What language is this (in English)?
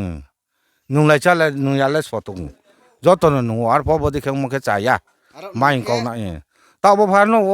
Riang (India)